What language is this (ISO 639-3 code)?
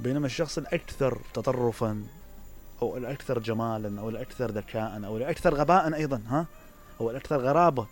acm